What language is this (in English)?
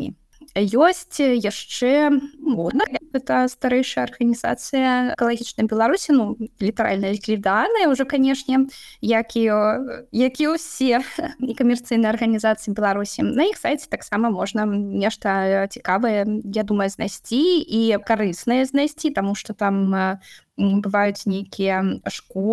Belarusian